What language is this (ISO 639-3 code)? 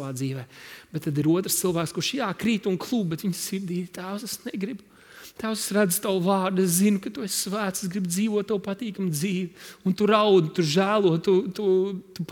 lav